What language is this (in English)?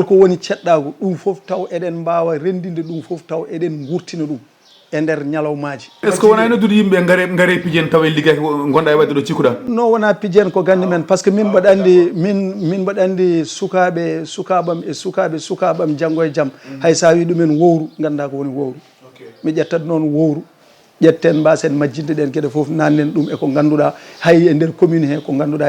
Fula